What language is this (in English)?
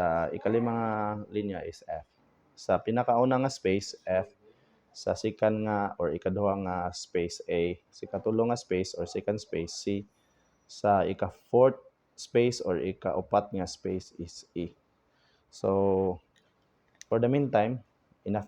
Cebuano